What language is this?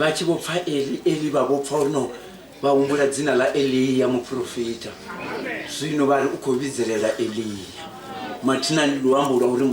Venda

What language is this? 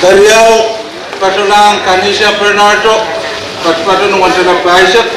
Pohnpeian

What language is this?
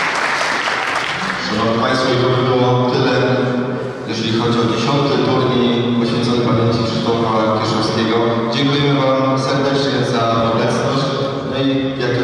Polish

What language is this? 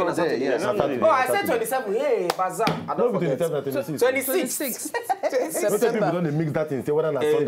Nigerian Pidgin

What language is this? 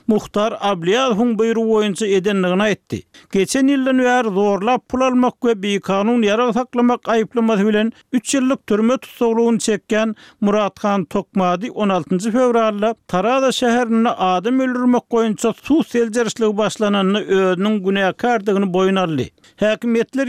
Turkmen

